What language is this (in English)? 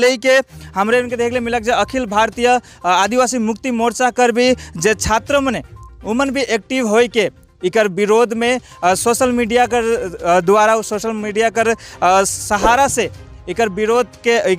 Sadri